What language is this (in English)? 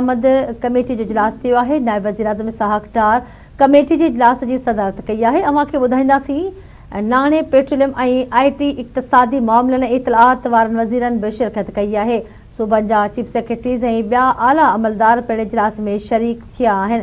Sindhi